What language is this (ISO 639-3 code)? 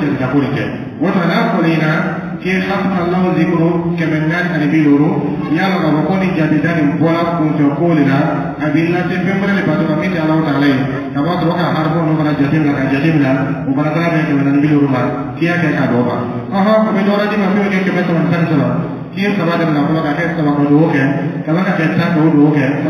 dyu